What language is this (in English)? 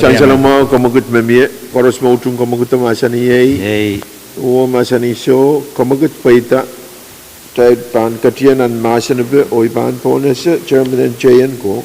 Pohnpeian